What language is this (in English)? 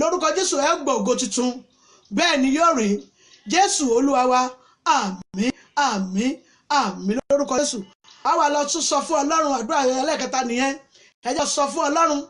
Yoruba